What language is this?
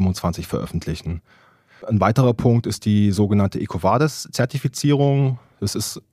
German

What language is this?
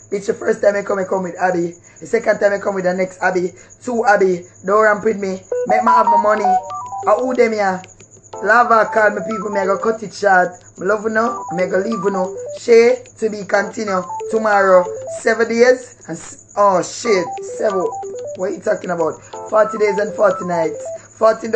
Jamaican Creole English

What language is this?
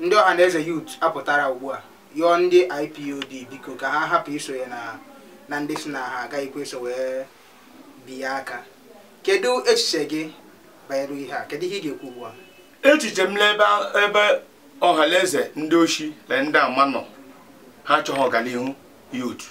Igbo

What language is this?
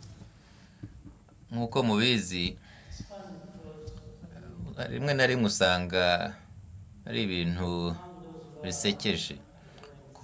Kinyarwanda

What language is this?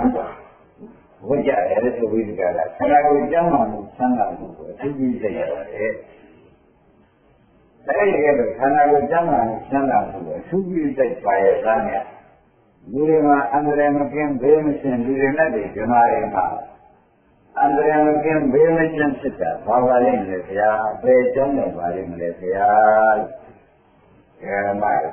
Burmese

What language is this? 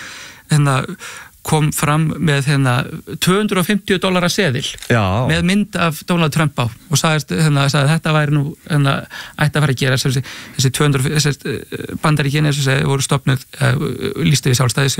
Icelandic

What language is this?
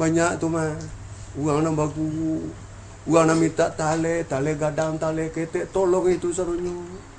Minangkabau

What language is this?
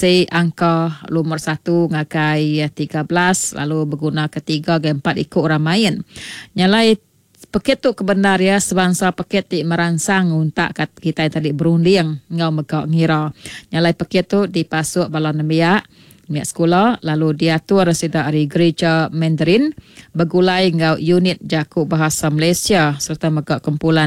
Iban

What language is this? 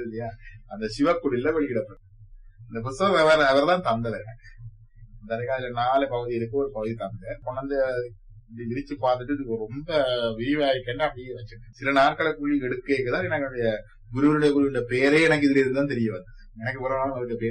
Tamil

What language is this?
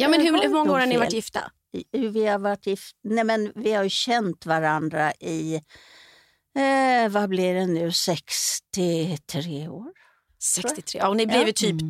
Swedish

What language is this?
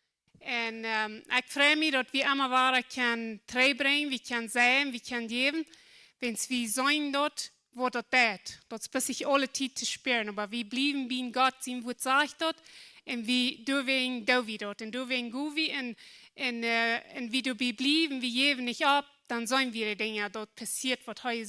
Plautdietsch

